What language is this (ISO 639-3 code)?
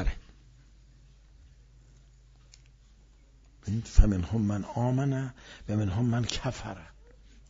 fas